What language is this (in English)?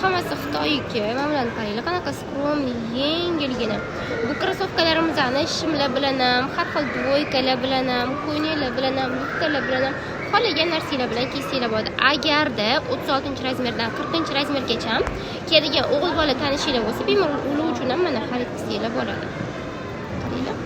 Uzbek